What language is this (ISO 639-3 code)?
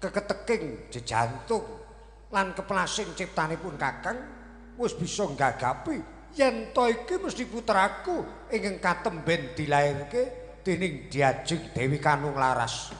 jav